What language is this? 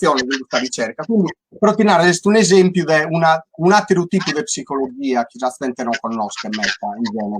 Sardinian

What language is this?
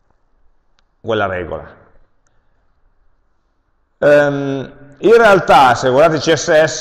Italian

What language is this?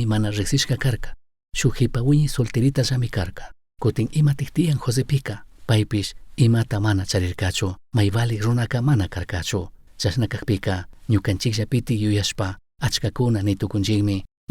Chimborazo Highland Quichua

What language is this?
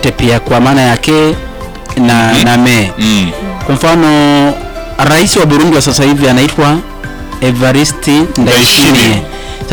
Swahili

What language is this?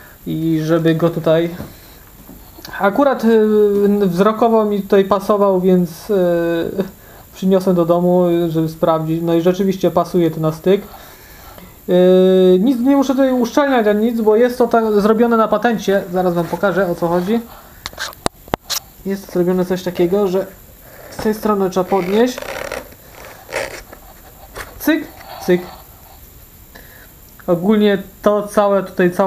Polish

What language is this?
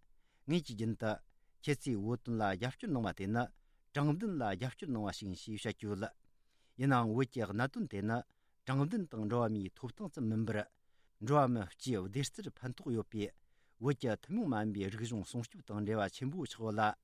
Tibetan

